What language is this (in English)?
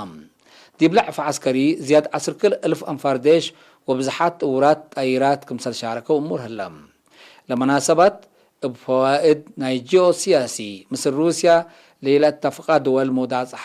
Tigre